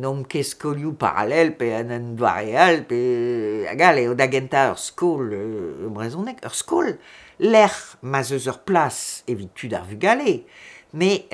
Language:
Breton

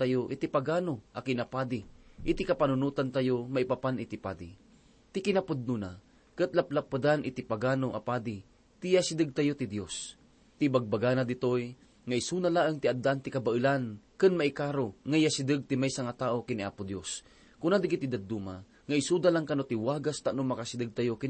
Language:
Iloko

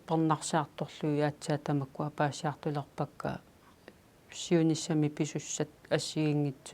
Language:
Kalaallisut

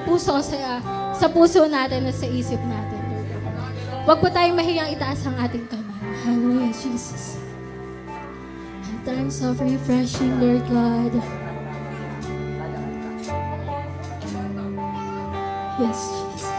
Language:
Filipino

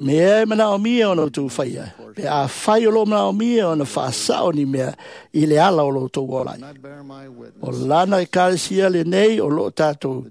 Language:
Samoan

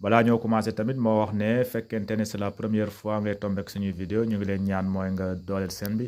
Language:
Wolof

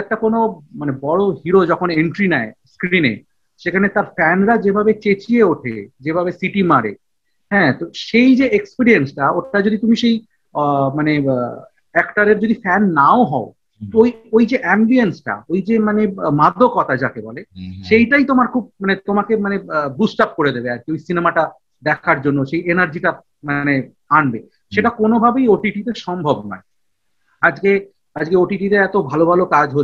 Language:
Bangla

